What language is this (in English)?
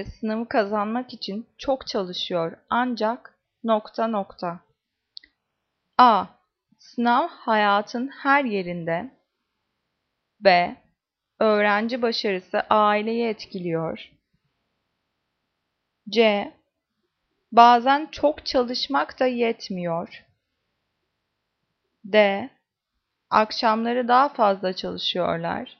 Turkish